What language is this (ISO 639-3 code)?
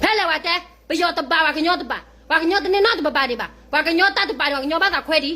ksw